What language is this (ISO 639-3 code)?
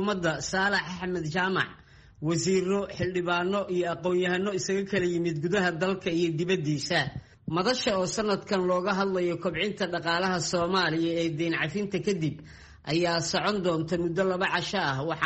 som